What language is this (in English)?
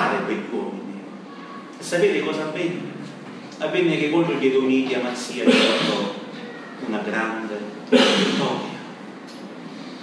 Italian